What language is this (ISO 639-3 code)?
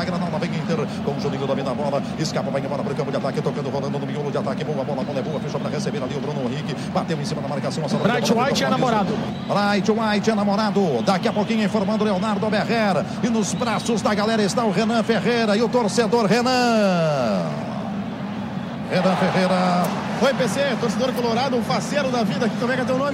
por